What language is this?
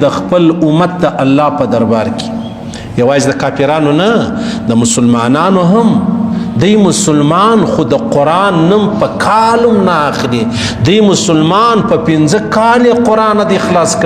Pashto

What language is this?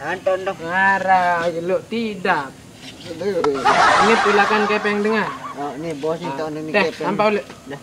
Sasak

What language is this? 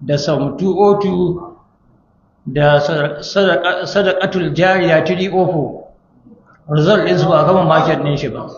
Hausa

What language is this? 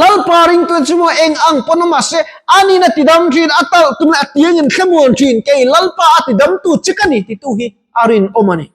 Mizo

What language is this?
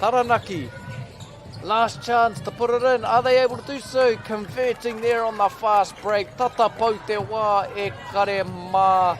Māori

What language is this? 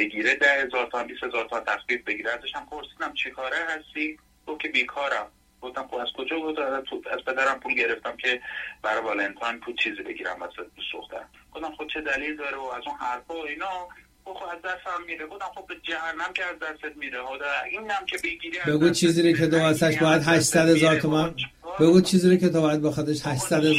Persian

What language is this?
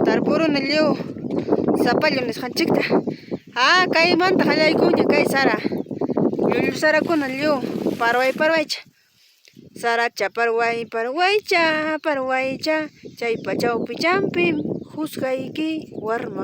Ayacucho Quechua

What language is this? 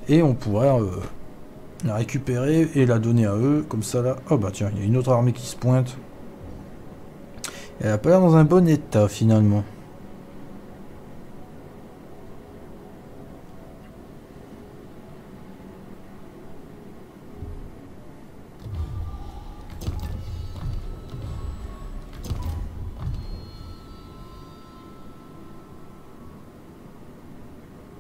French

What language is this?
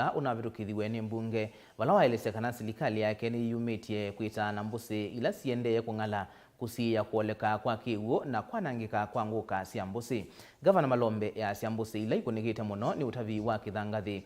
Kamba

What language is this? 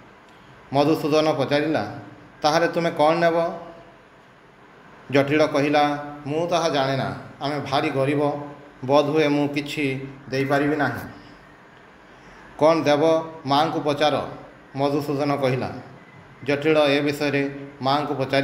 Odia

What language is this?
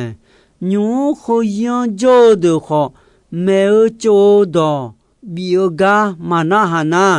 Akha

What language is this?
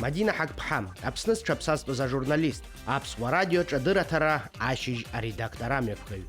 Abkhazian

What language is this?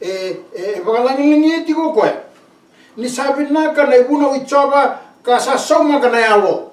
Fijian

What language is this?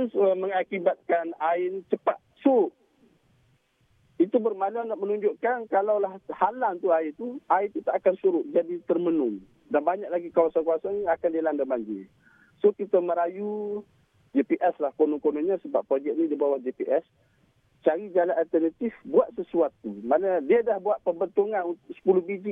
Malay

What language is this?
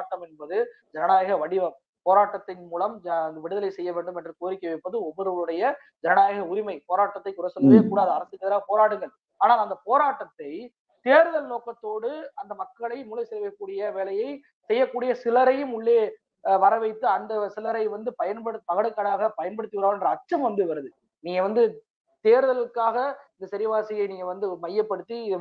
Tamil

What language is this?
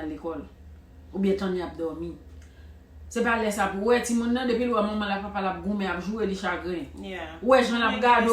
Haitian Creole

